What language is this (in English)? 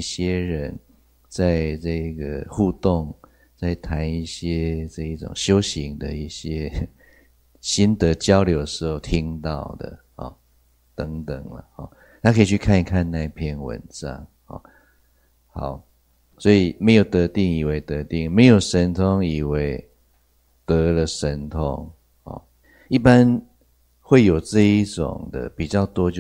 Chinese